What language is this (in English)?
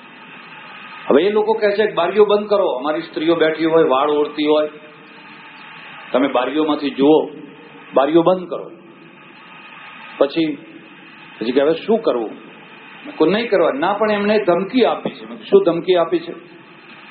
Gujarati